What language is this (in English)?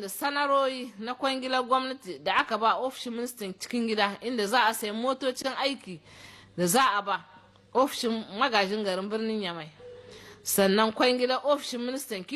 Hausa